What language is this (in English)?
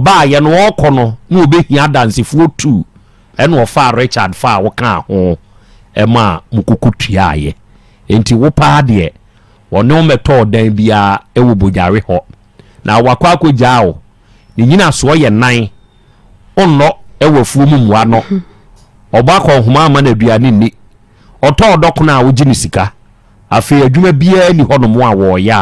Akan